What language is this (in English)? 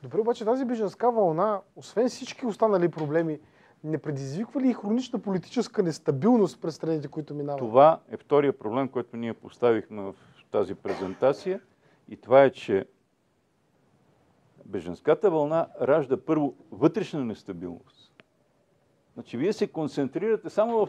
Bulgarian